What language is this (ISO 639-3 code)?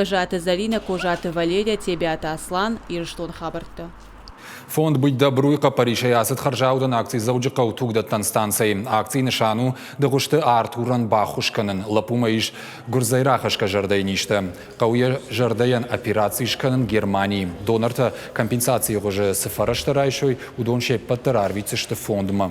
oss